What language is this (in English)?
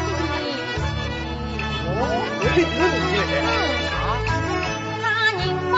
Chinese